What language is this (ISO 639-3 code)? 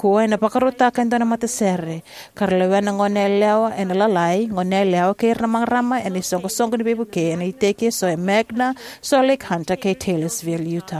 fij